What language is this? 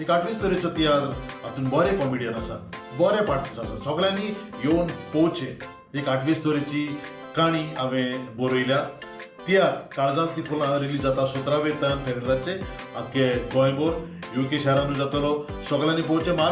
Konkani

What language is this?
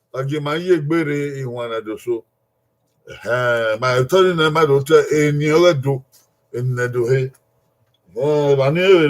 Bini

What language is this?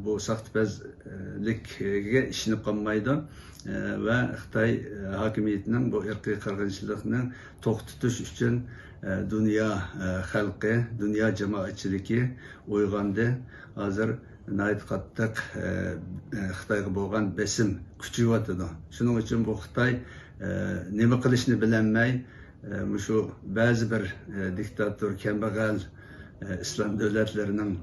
Uyghur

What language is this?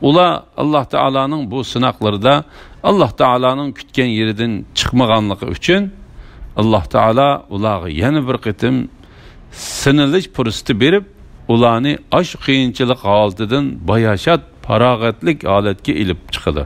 Uyghur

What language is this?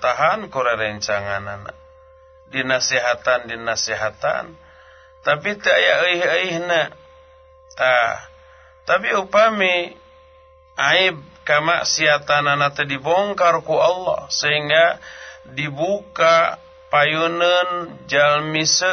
Sundanese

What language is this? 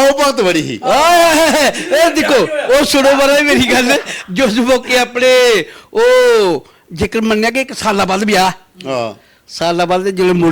Dogri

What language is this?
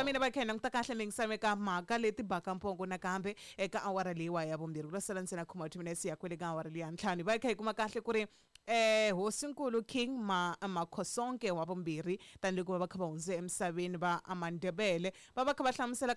Tsonga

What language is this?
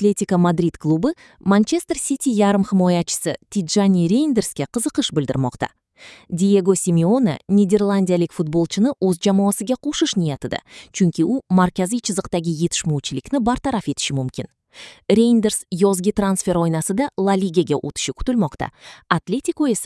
Kyrgyz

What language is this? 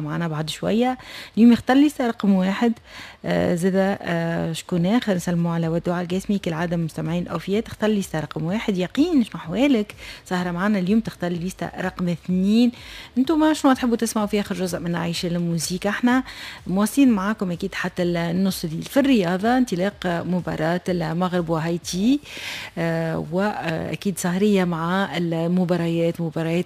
Tunisian Arabic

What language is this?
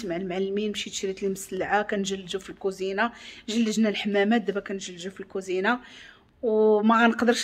Moroccan Arabic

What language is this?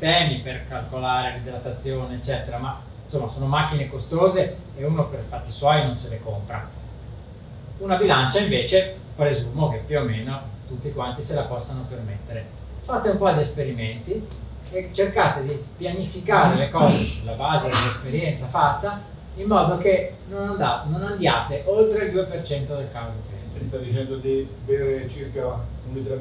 Italian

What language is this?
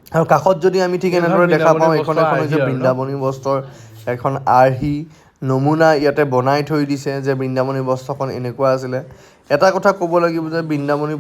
Assamese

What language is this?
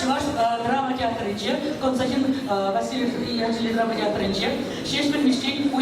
Chuvash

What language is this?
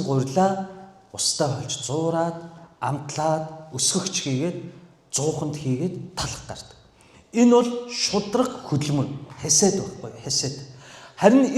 Mongolian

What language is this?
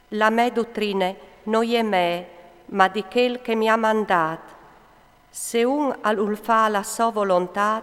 Friulian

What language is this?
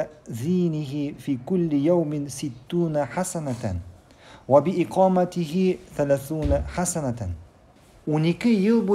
Tatar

